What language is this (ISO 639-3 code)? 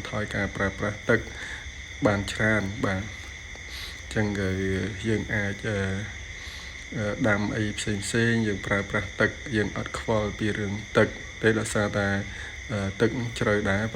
khm